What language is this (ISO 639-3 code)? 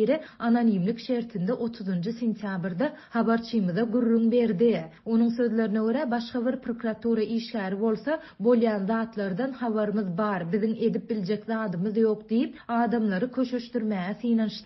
tuk